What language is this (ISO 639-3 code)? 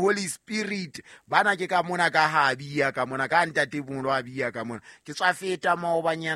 sot